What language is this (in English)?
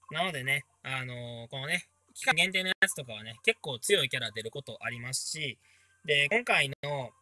Japanese